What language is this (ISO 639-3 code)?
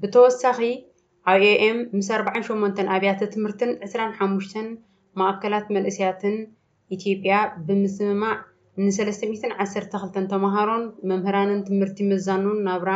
tir